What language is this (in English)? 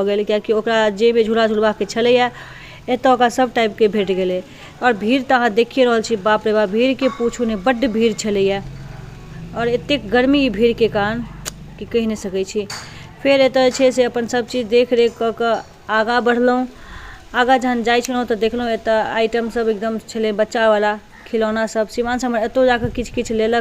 Maithili